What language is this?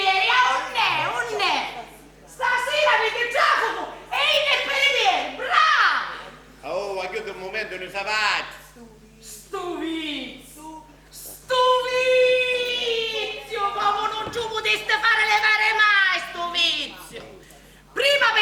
Sicilian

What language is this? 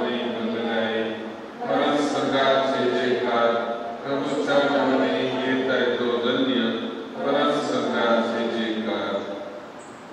Konkani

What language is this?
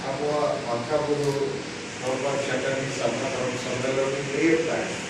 Santali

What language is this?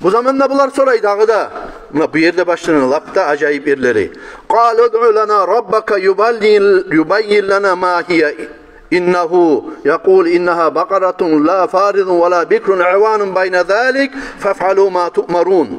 Kumyk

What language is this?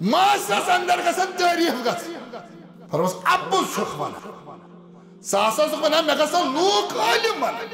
Kashmiri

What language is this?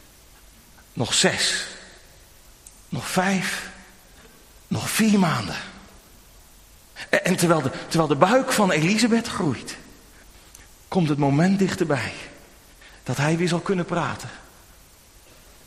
Dutch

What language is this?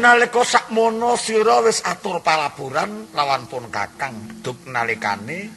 Javanese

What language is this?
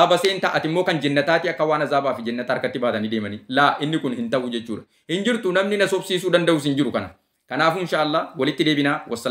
Oromo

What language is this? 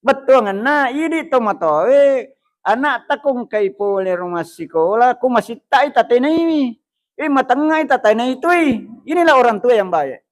Buginese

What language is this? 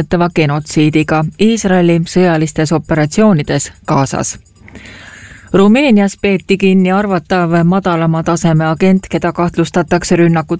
Estonian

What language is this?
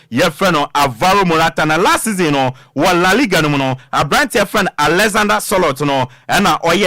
Akan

